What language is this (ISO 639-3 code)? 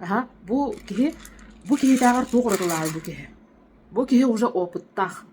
sah